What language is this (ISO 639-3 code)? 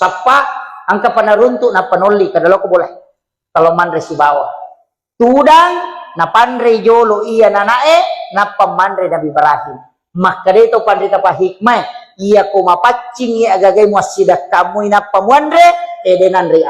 bug